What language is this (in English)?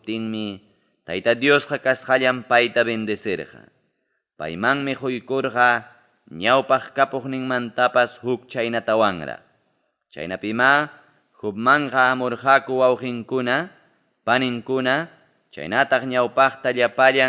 Ayacucho Quechua